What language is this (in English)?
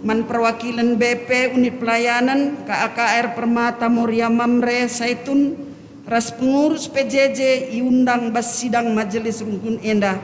Batak Karo